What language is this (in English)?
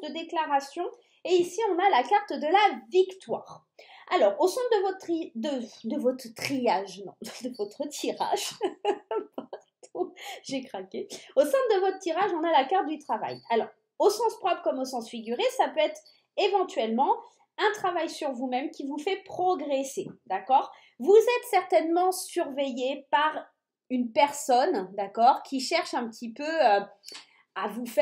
French